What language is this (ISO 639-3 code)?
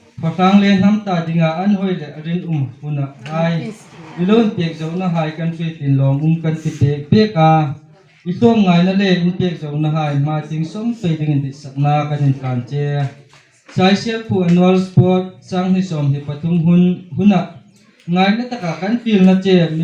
hmr